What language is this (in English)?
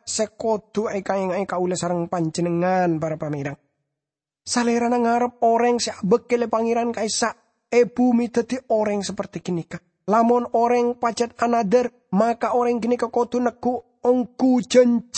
Madurese